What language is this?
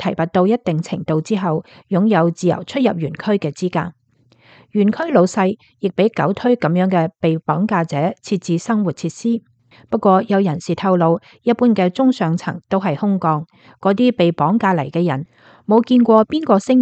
Cantonese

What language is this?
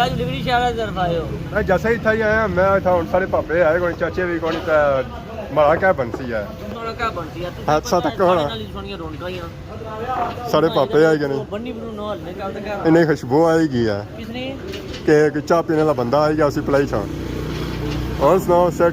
Pahari-Potwari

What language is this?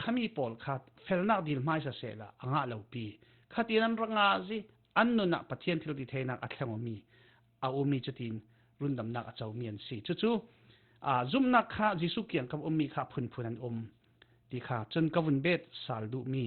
Falam Chin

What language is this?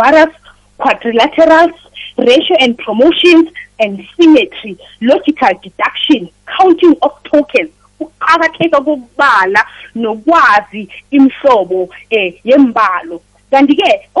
South Ndebele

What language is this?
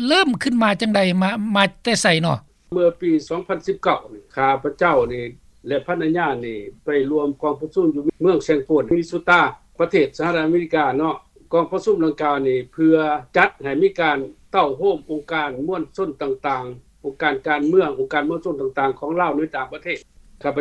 Lao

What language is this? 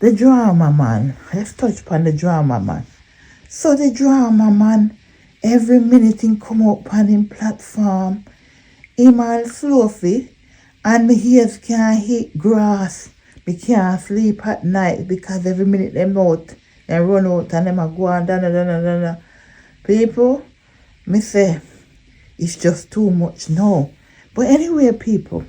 Jamaican Creole English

